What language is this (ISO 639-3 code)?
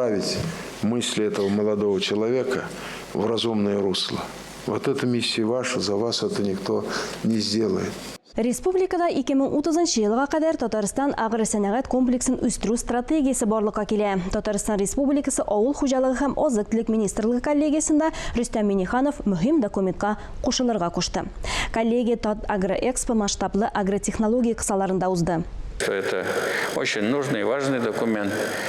tat